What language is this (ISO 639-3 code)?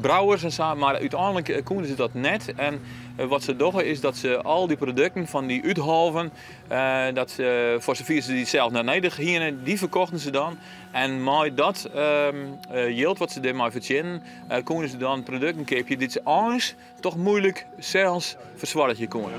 fry